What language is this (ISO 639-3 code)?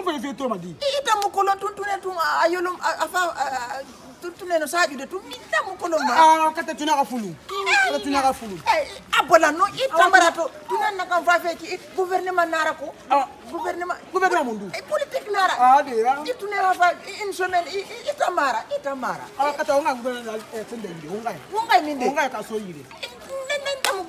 sna